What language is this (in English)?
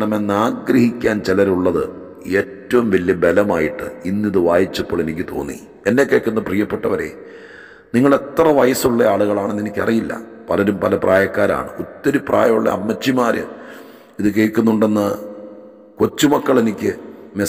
Malayalam